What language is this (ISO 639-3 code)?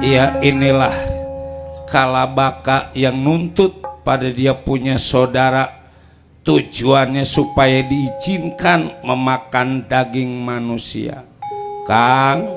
bew